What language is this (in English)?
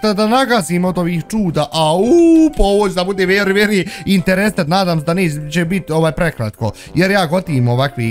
Bosnian